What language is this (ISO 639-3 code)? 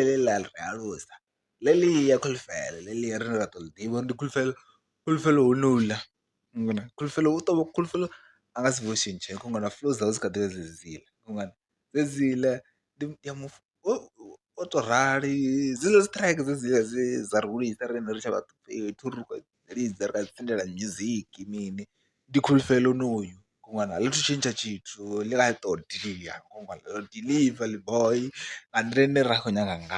ven